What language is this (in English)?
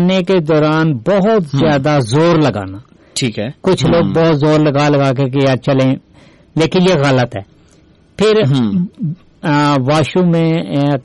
Urdu